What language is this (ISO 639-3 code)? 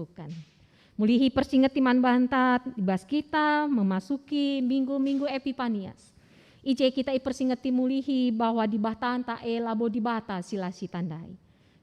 btx